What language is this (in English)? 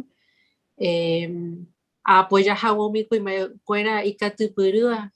Guarani